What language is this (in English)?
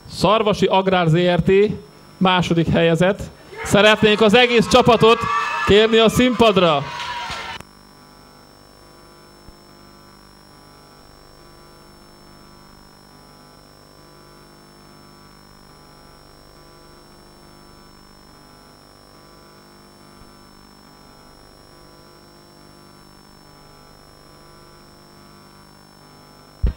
Hungarian